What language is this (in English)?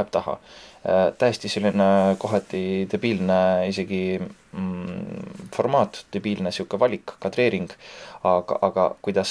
Estonian